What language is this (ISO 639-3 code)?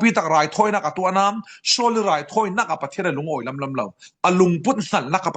cfm